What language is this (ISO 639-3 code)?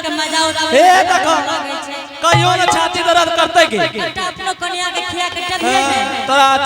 anp